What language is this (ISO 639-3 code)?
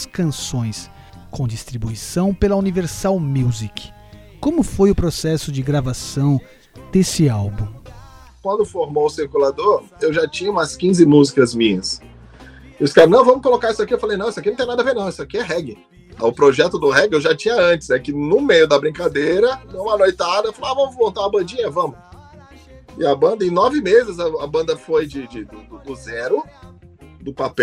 por